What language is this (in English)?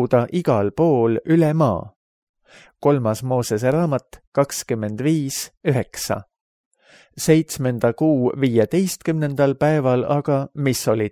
Estonian